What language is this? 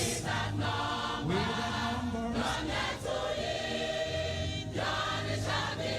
Ewe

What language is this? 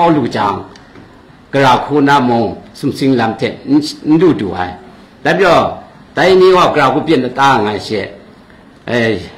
Kachin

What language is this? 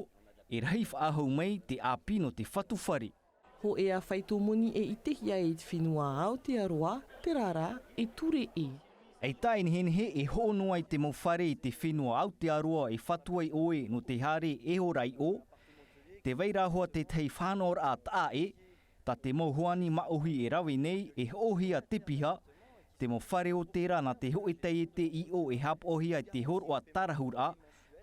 Tahitian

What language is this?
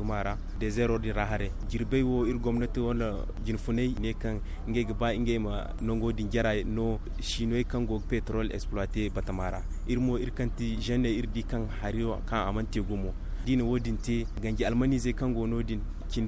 Zarma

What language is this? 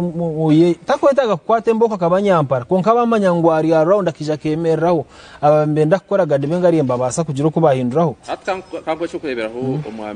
Nyankole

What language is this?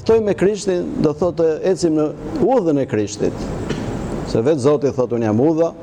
Albanian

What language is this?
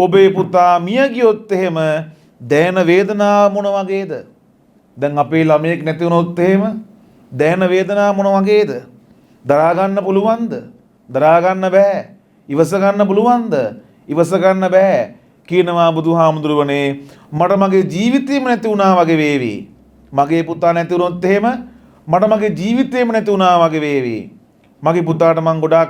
Sinhala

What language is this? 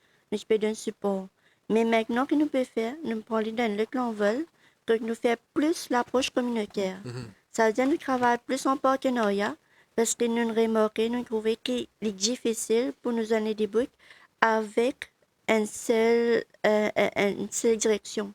Morisyen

